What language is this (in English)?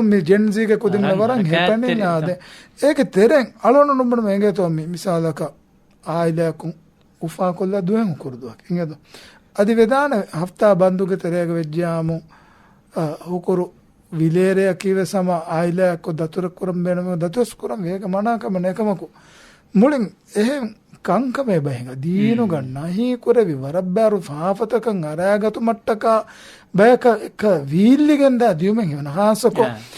Divehi